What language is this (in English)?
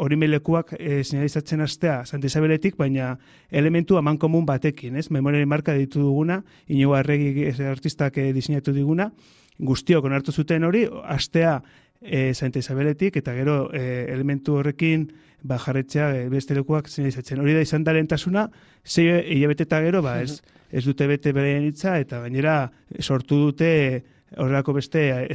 Basque